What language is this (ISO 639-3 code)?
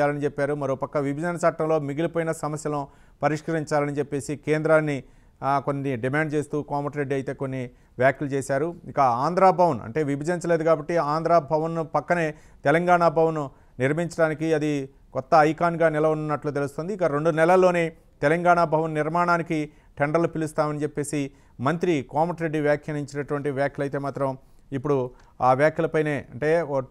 tel